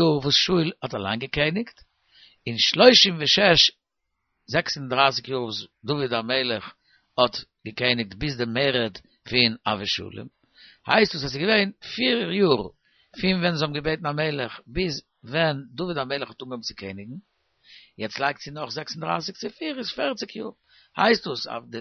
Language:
Yiddish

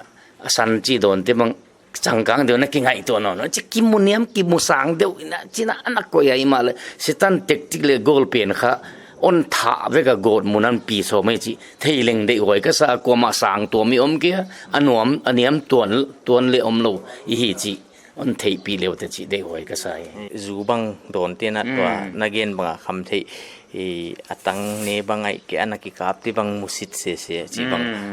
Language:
Paite Chin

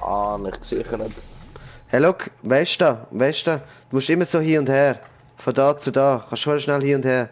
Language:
Swiss German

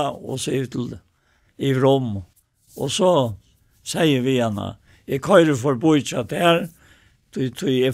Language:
Faroese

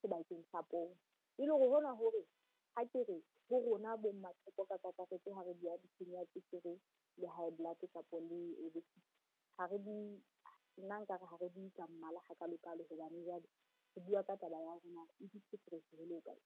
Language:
Southern Sotho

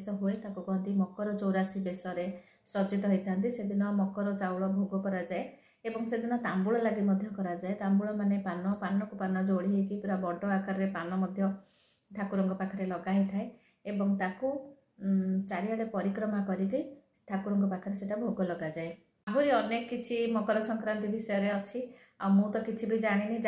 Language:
Odia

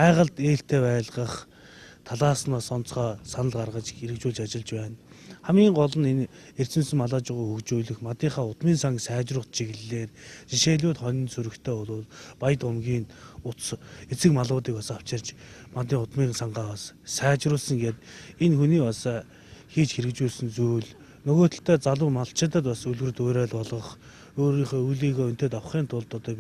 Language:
Mongolian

